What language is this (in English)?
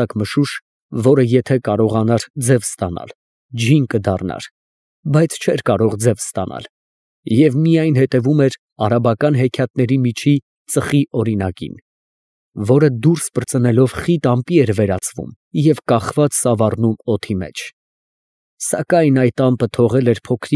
Armenian